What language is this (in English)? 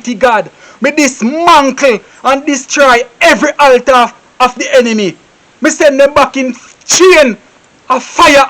Jamaican Creole English